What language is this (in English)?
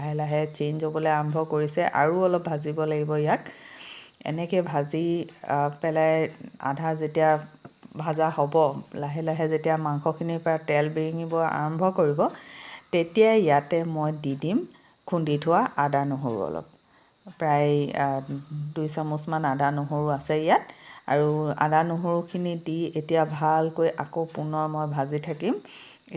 Assamese